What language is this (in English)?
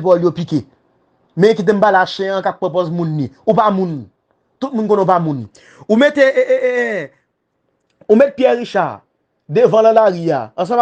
Haitian Creole